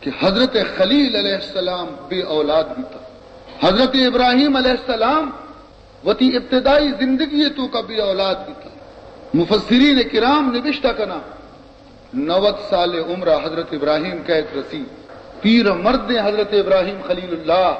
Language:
Baluchi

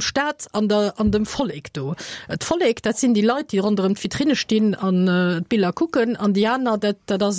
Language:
Luxembourgish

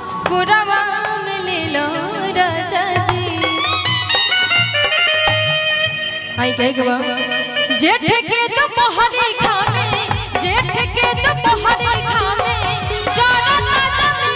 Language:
Bhojpuri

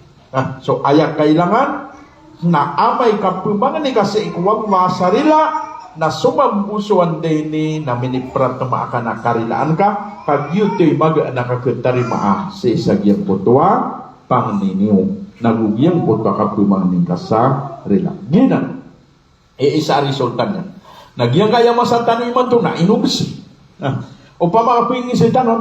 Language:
Maranao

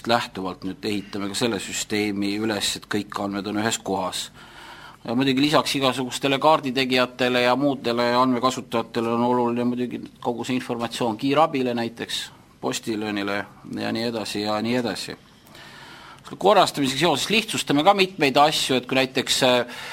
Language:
Estonian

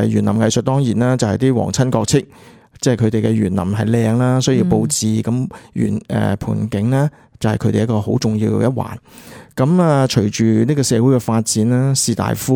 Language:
Cantonese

